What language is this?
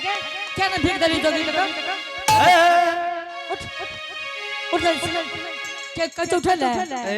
Angika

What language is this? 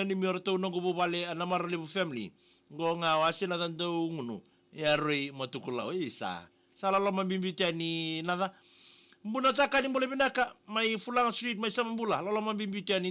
Fijian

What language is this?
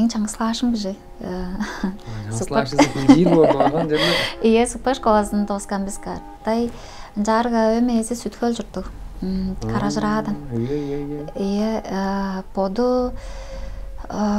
Tuvinian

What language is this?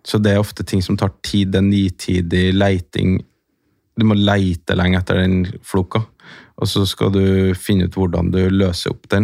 Norwegian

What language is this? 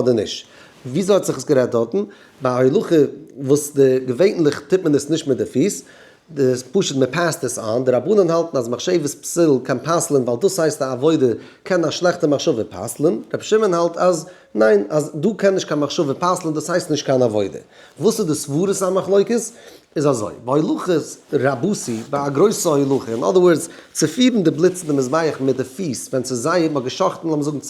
Yiddish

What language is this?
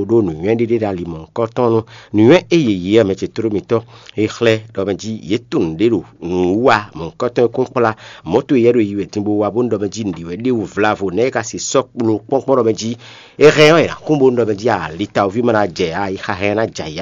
Fon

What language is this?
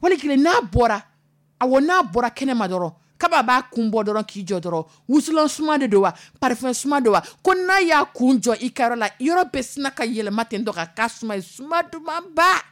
Dyula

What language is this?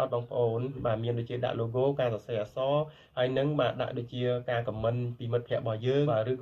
Khmer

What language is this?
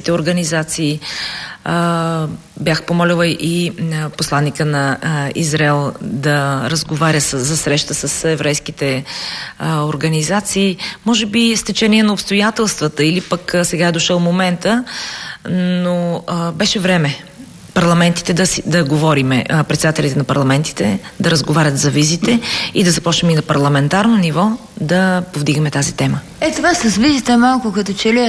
Bulgarian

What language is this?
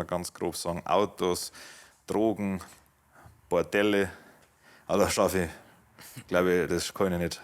Bavarian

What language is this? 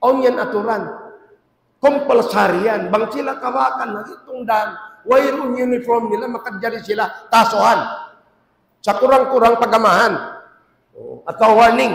Tausug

